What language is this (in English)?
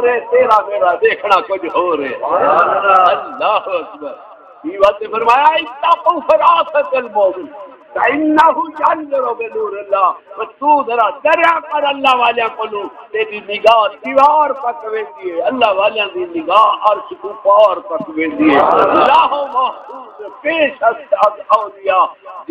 Saraiki